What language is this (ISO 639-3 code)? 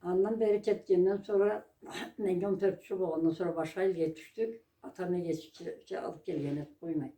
krc